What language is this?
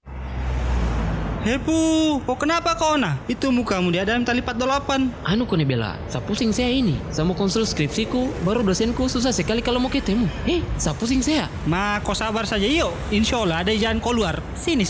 Indonesian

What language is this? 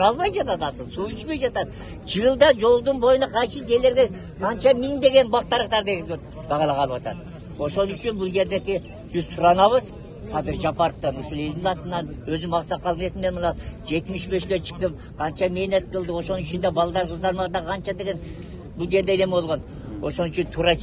Kyrgyz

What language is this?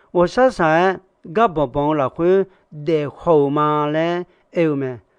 Akha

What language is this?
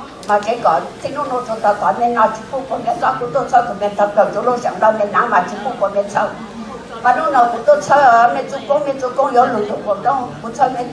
Hmong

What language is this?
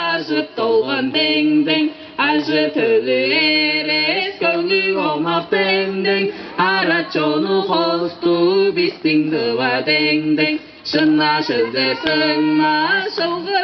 Tuvinian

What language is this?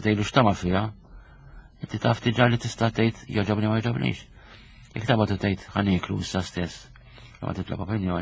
Maltese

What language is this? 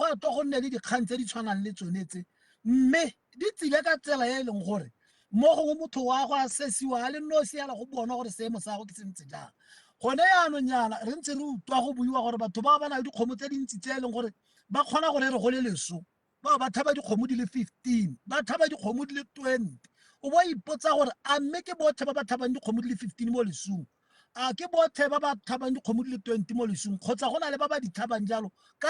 Tswana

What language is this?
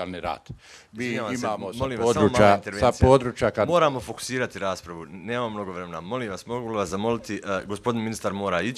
Bosnian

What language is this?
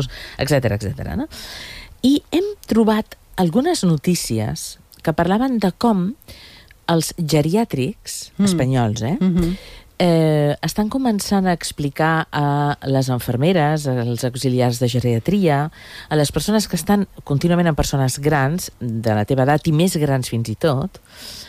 Catalan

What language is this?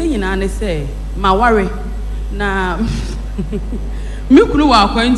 Akan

